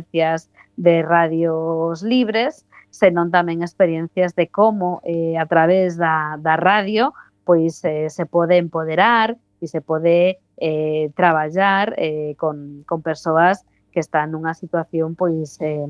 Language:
Galician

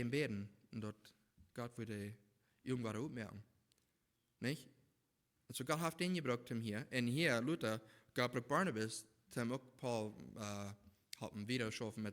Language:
Plautdietsch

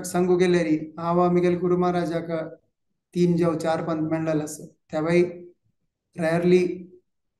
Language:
Konkani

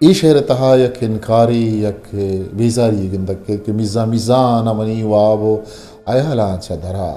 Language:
Eastern Balochi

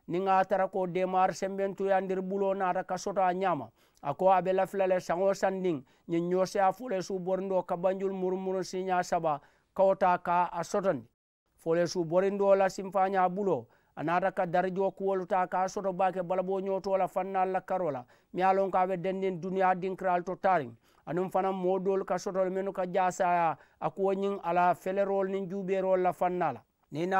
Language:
Mandingo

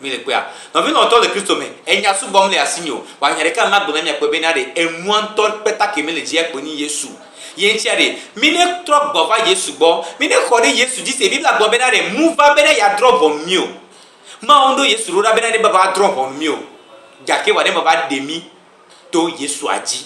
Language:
Gen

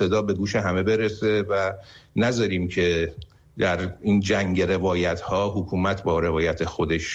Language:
Persian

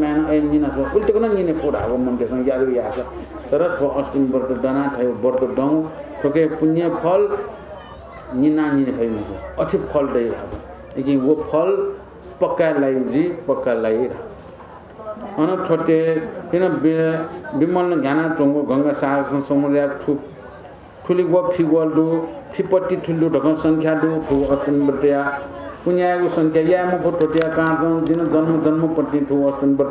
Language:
Newari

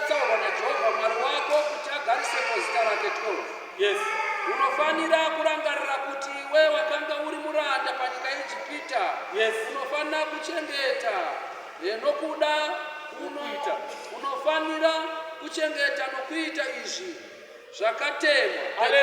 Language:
Shona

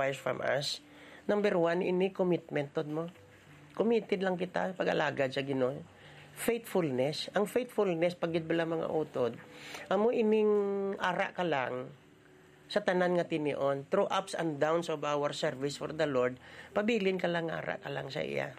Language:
Hiligaynon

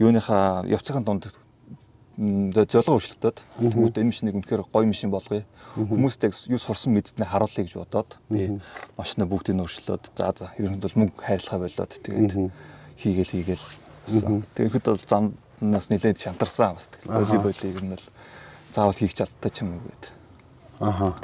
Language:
Mongolian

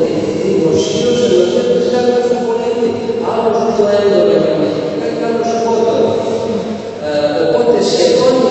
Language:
Greek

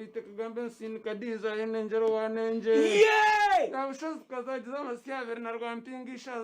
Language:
Nyankole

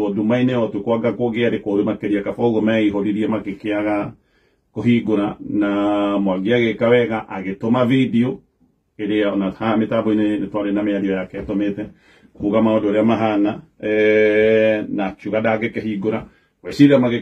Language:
Kikuyu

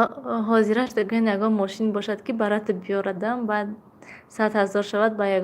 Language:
Tajik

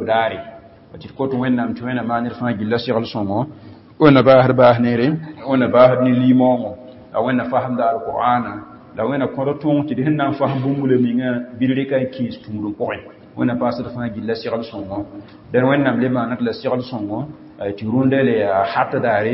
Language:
Mossi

